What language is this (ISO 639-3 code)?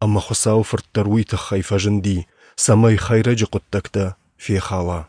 oss